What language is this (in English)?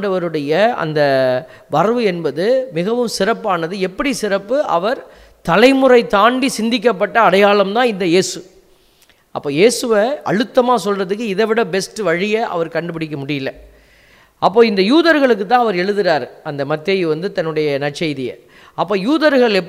Tamil